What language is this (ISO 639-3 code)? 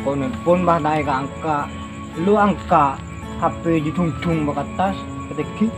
mad